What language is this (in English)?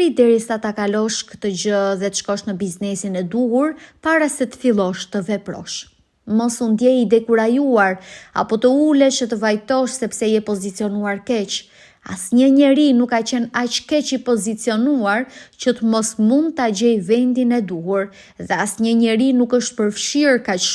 Albanian